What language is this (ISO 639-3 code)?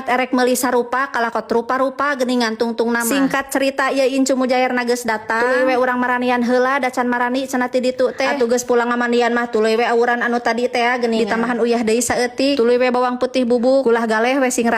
sun